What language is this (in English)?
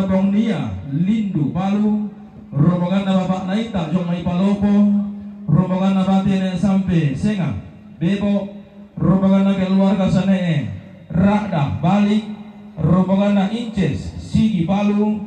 Toraja-Sa'dan